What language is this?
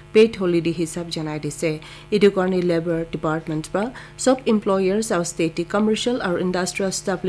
Naga Pidgin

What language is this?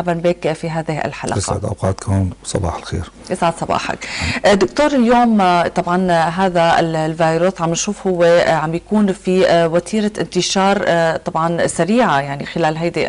North Levantine Arabic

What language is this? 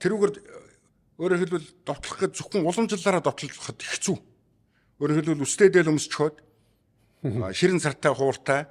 Mongolian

